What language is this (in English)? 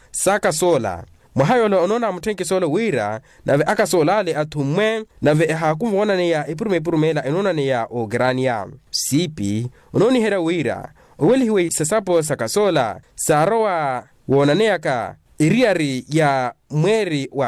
Makhuwa